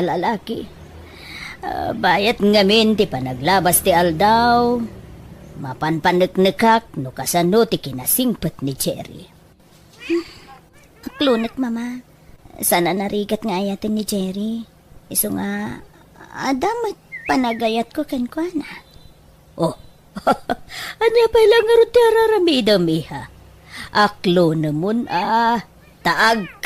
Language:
Iloko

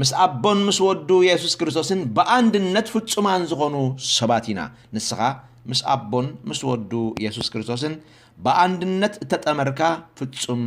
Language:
Tigrinya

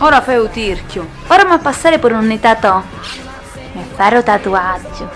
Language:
Sicilian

